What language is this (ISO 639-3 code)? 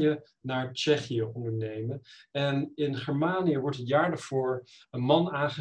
nld